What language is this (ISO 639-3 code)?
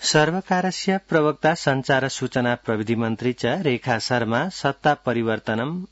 san